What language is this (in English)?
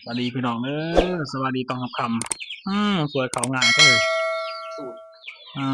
Northeastern Thai